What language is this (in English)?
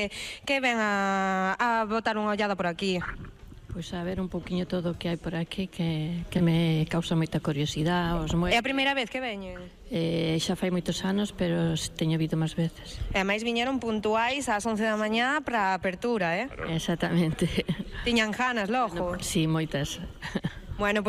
Galician